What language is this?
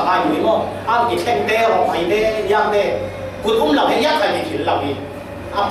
Falam Chin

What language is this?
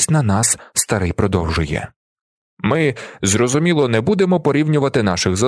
Ukrainian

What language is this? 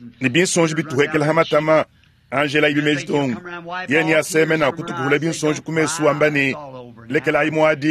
Luba-Lulua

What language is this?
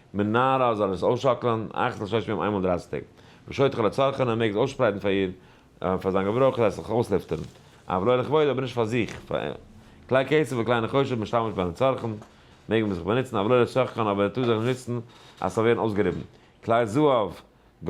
Yiddish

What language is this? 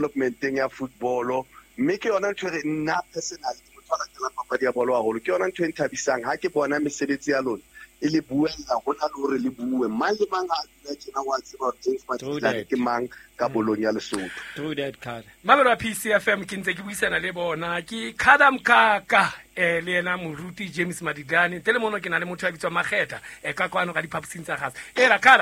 Southern Sotho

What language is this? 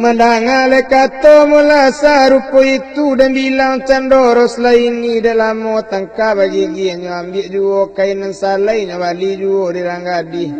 Minangkabau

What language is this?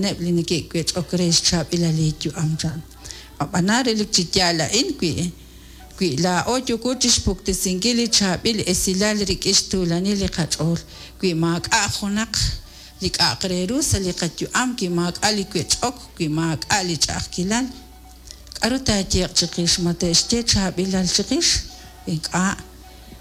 Kekchí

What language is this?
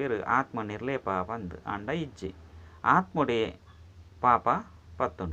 Tulu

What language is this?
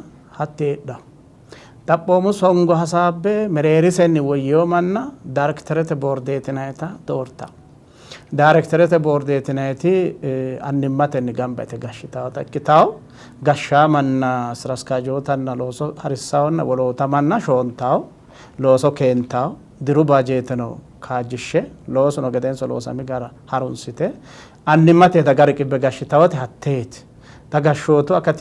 Sidamo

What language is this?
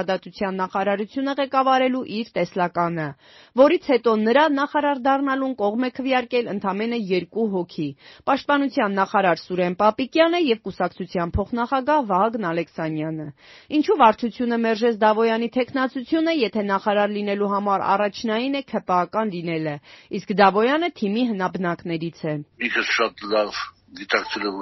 Armenian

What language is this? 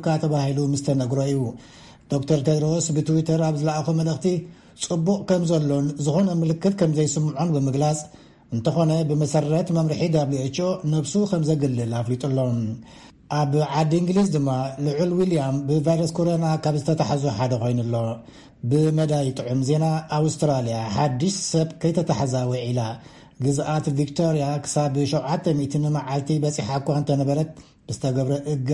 Tigrinya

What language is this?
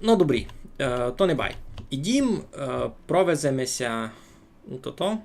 Rusyn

